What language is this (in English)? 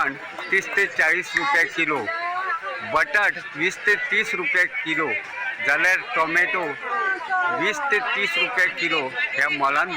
Konkani